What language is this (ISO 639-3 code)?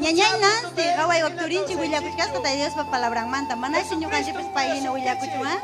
quy